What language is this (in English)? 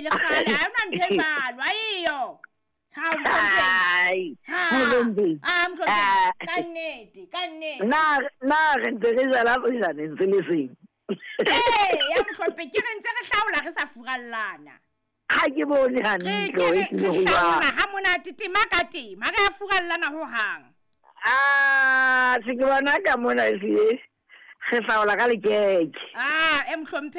Southern Sotho